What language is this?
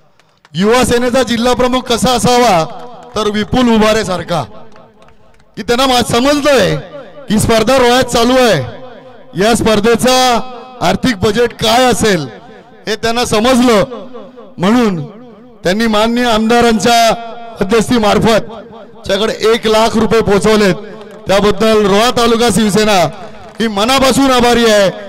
Marathi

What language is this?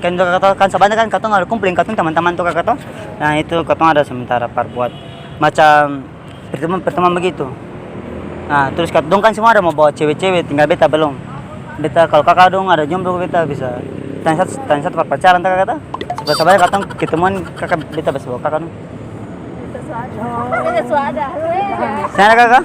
Ambonese Malay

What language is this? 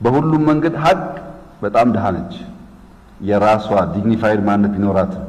Amharic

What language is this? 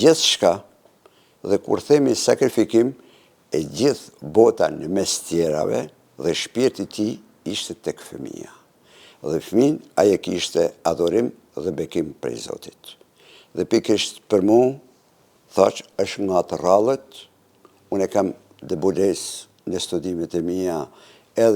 Albanian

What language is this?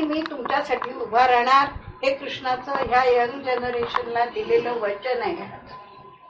Marathi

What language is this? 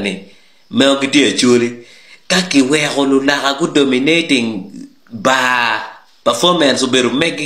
Acoli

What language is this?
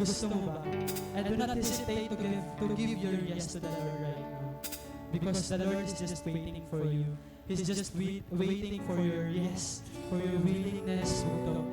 Waray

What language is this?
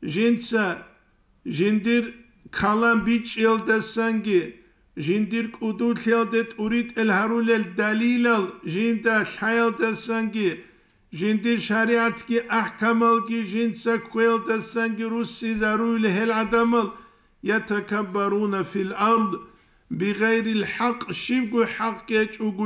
Avaric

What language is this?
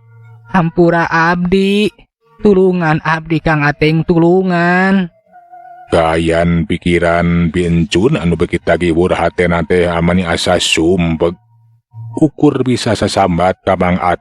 Sundanese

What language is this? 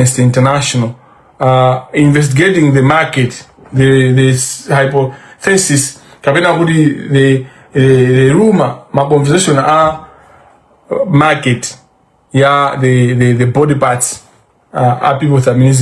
Nyanja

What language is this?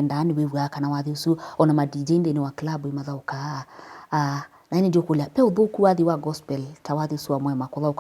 Kamba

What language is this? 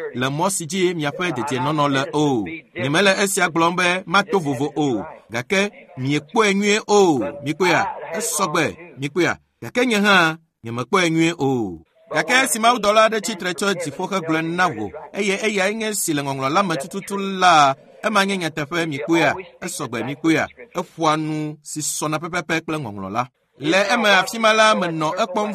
Ewe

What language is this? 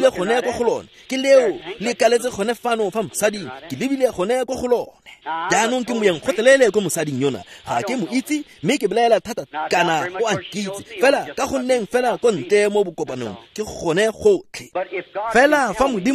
Tswana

